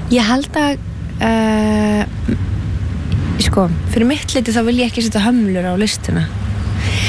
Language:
Icelandic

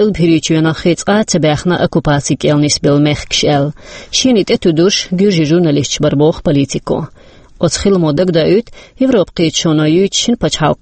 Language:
Chechen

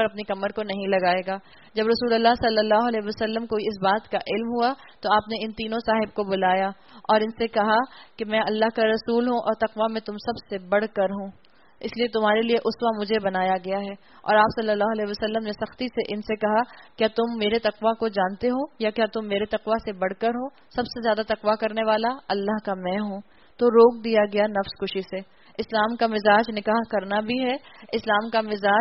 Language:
Urdu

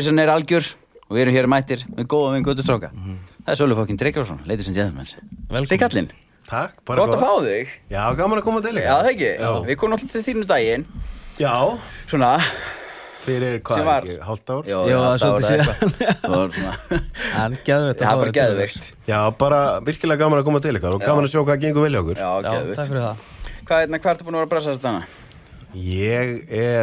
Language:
Icelandic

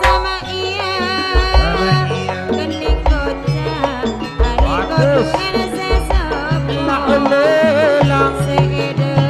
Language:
Madurese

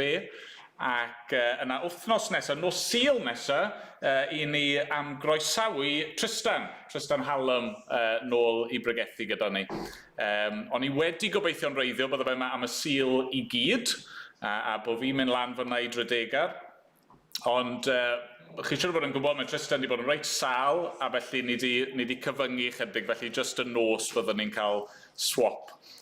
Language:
Welsh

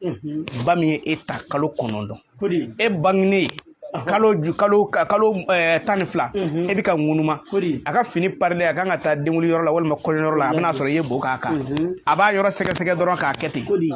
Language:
Bambara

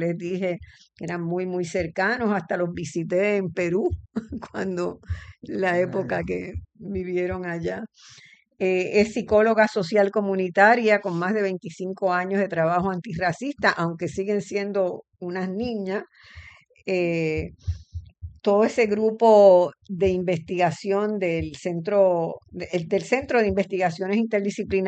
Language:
Spanish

